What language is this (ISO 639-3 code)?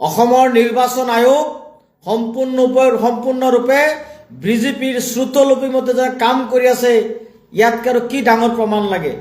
asm